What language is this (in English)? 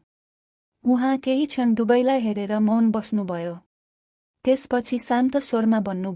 Nepali